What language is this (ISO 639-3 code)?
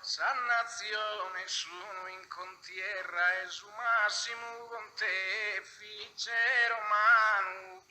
srd